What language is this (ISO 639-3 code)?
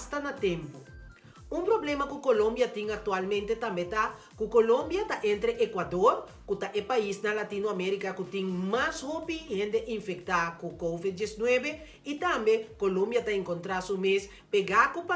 pap